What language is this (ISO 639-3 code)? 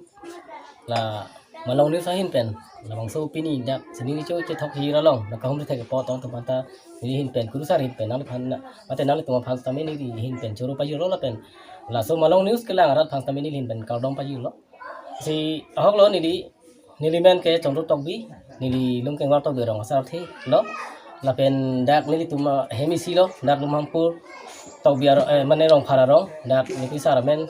mjw